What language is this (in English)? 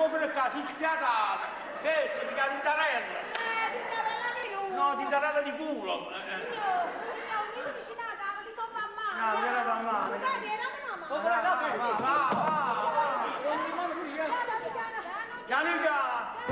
Neapolitan